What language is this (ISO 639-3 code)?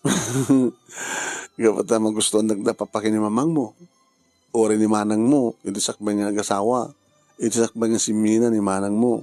ilo